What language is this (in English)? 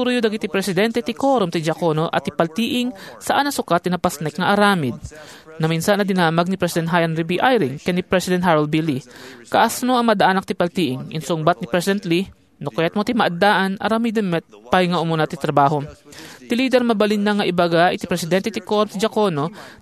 Iloko